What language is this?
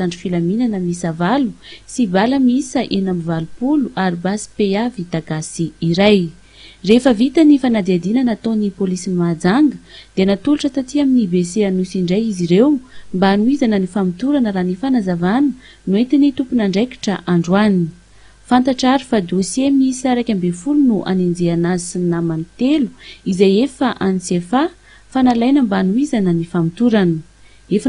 Malagasy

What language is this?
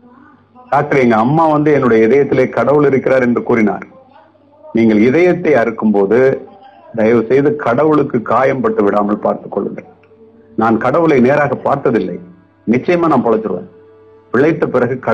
Tamil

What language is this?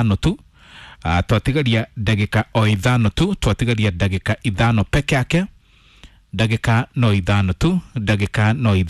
Kikuyu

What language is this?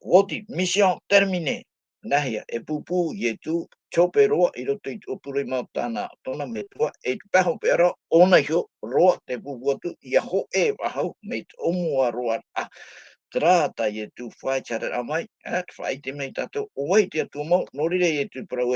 Tahitian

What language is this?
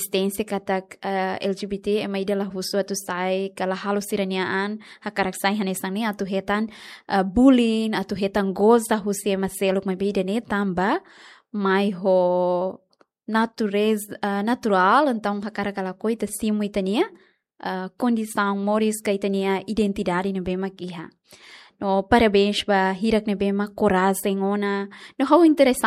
Tetum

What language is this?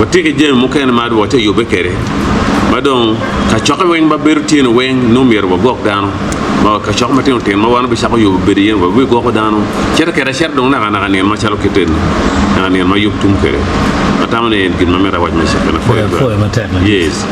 Acoli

